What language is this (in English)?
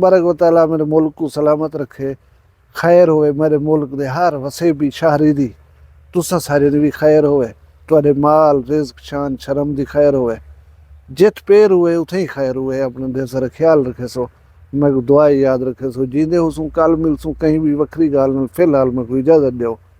Saraiki